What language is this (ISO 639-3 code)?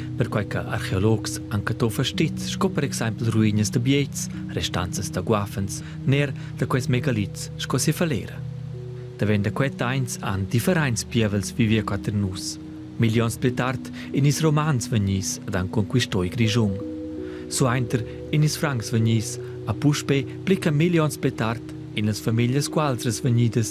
roh